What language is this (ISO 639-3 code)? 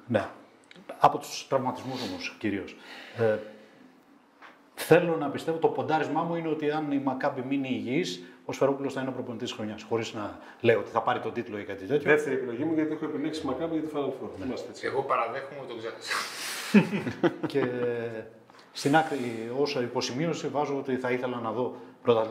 ell